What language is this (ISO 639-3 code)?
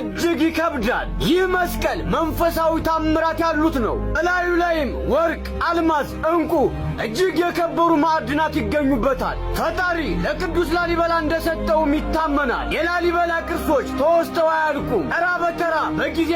amh